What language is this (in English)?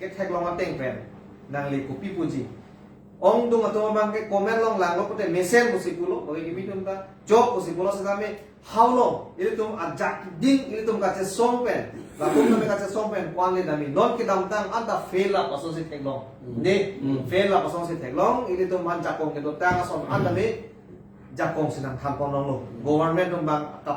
Karbi